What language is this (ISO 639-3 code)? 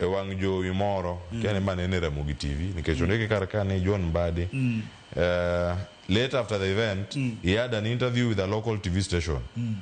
luo